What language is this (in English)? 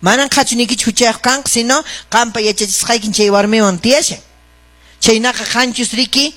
Quechua